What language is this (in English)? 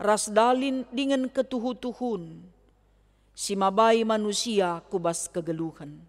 Batak Karo